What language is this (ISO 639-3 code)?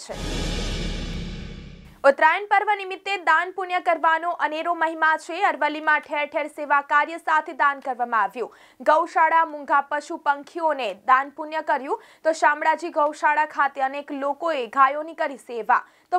guj